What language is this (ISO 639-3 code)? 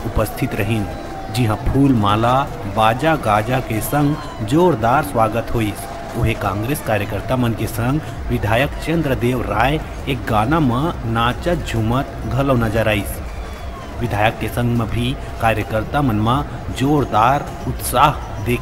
hne